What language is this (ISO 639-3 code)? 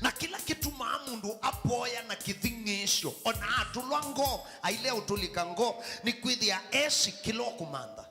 kam